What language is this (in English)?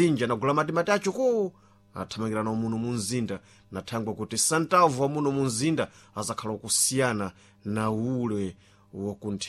Sena